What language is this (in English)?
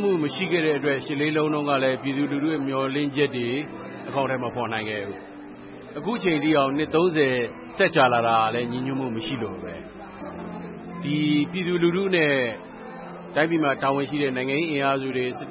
Burmese